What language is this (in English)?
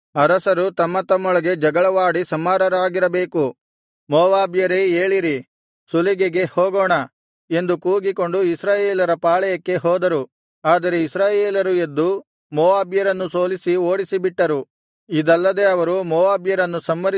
Kannada